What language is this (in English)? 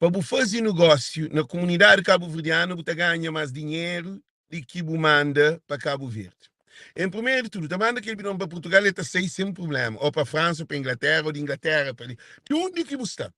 Kabuverdianu